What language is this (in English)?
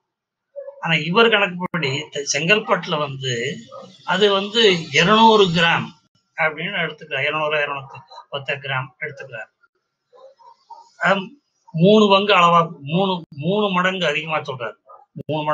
Tamil